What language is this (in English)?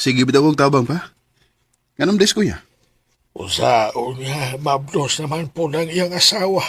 Cebuano